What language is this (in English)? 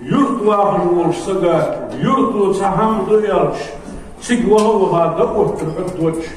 Ingush